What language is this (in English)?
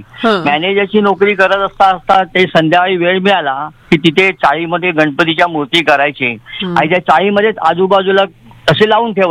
Marathi